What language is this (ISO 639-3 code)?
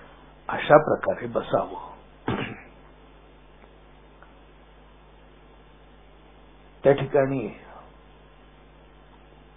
mar